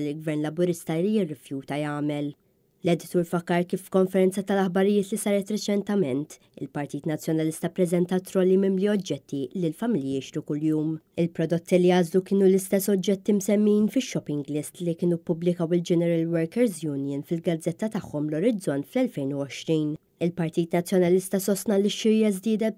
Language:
Maltese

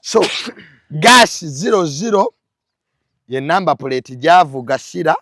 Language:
Ganda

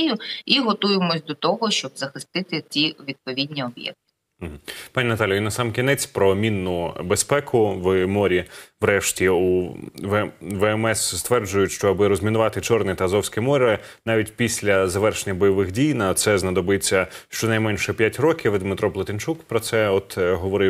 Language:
Ukrainian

